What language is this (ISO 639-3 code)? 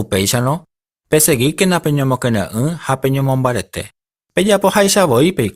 grn